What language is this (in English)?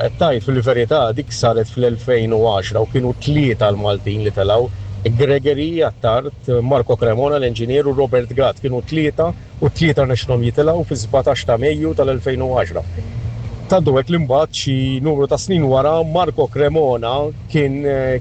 Maltese